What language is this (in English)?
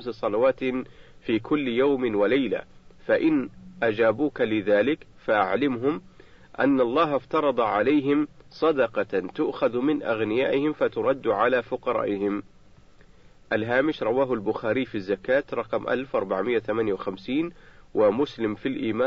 Arabic